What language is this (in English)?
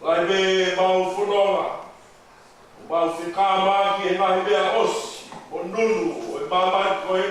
Tongan